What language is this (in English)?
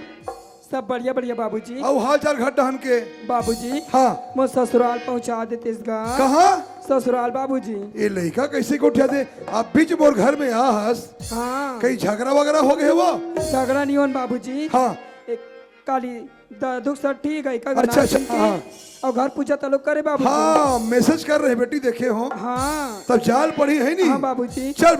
Chhattisgarhi